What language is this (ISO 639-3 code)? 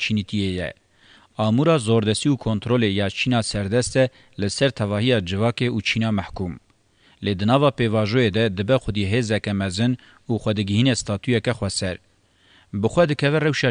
kur